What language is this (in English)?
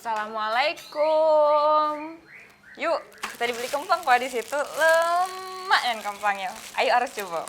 Musi